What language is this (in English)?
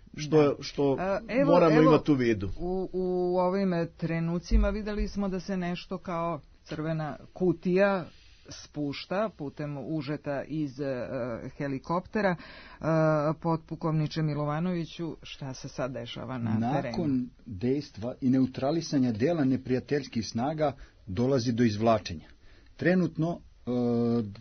Serbian